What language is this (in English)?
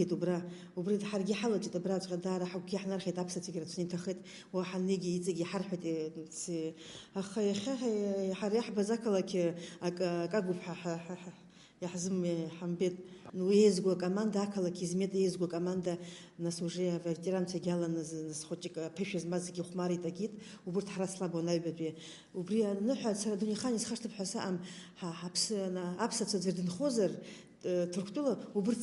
Abkhazian